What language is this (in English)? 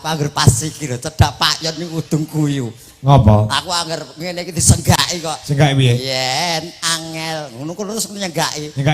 Javanese